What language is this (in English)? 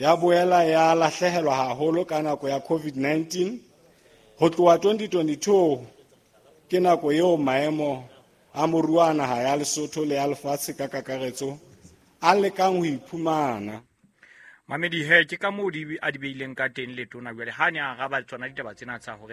Southern Sotho